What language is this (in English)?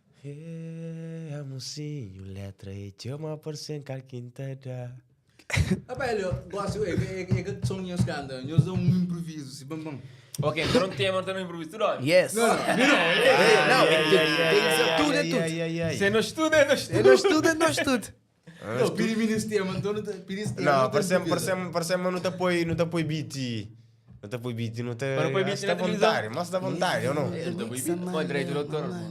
Kabuverdianu